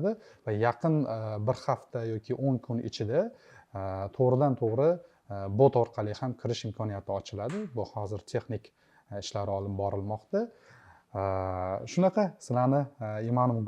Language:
Uzbek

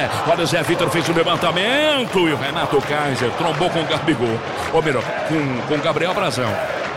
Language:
Portuguese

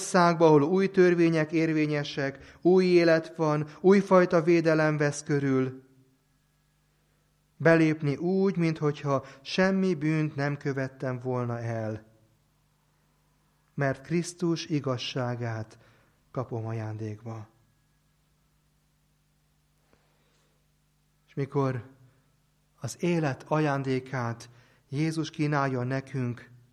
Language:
Hungarian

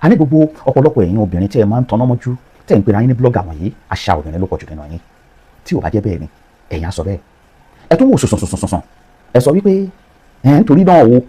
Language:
Yoruba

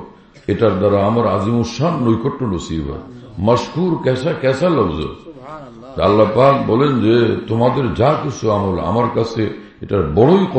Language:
Bangla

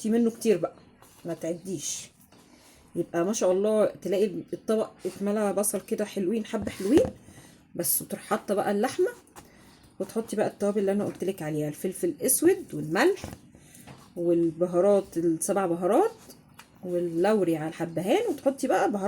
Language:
Egyptian Arabic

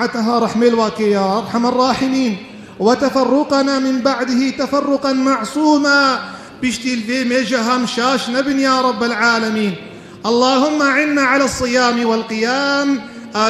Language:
Kurdish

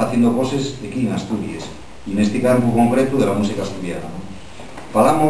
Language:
Asturian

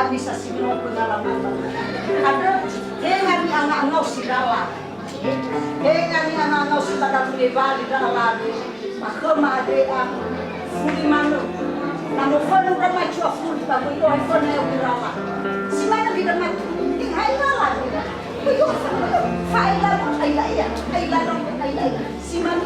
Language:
Nias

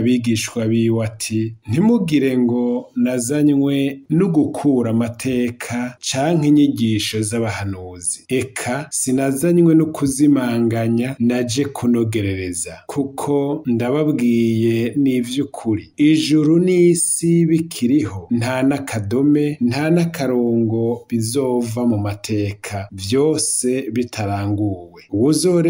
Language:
Rundi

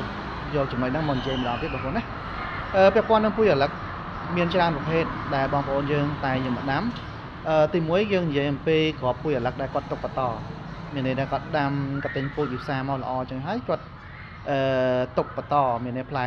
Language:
Khmer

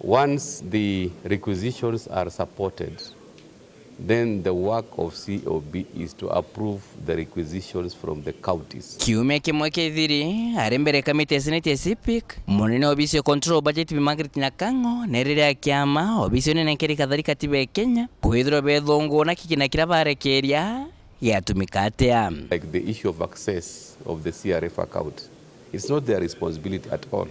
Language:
Meru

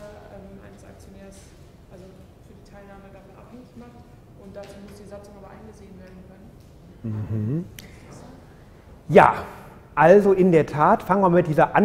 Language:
German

